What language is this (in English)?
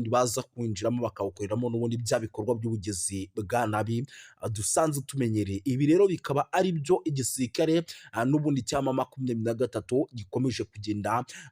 Kinyarwanda